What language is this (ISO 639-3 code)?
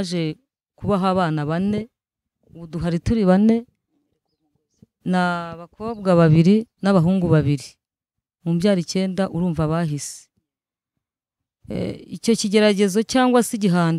kin